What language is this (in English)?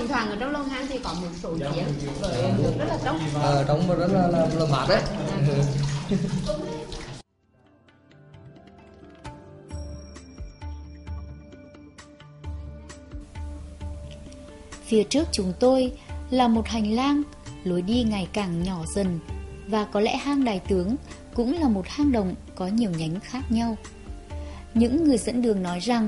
Vietnamese